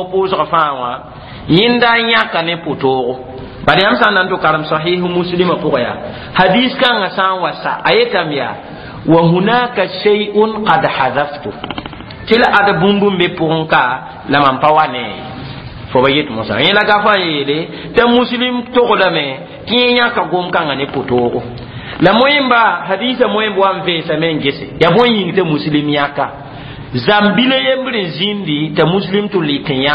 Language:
Mossi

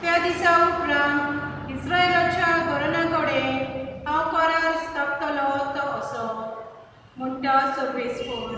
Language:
Konkani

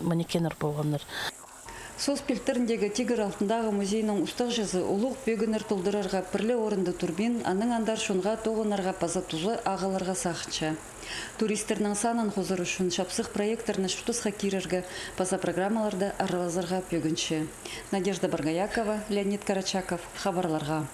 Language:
Khakas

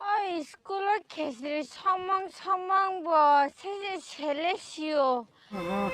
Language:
Kok Borok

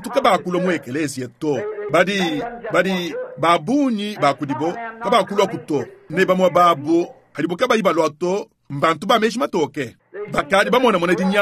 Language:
Luba-Lulua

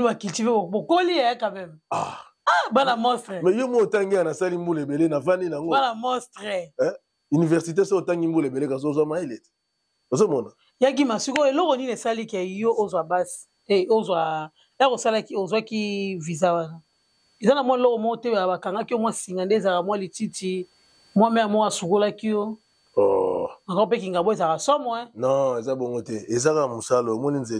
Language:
Lingala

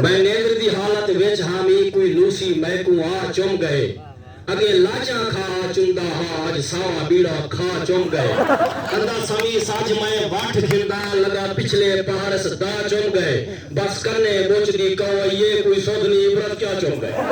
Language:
Saraiki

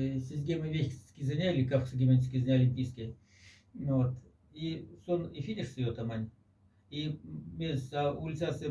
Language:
Moksha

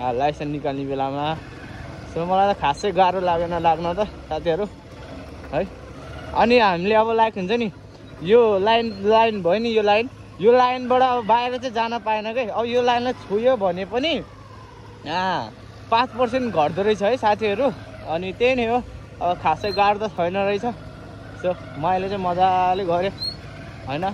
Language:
Nepali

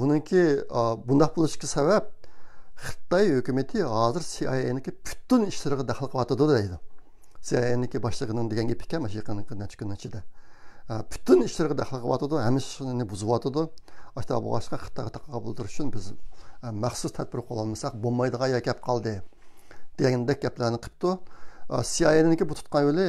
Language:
Uyghur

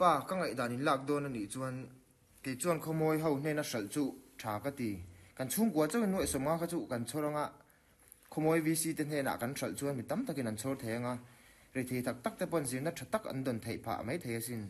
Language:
Mizo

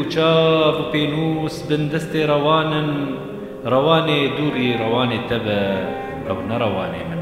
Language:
Kurdish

